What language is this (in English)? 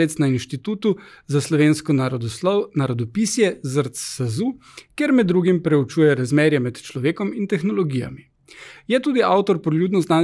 Slovenian